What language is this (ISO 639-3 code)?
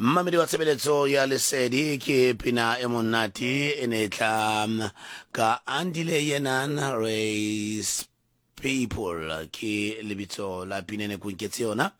tsn